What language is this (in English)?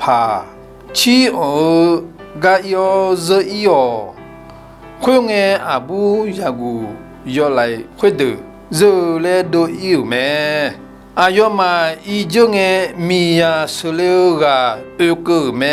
Akha